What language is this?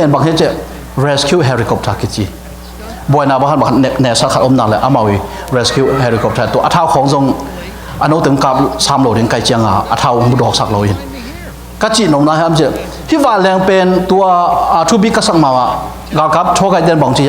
Tedim Chin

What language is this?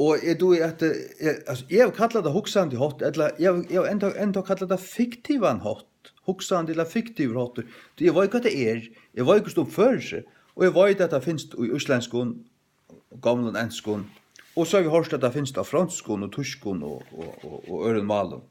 Faroese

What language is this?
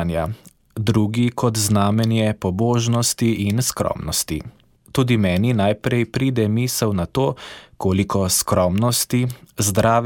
Slovenian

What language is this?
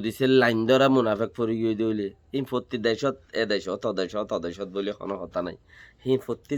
Rohingya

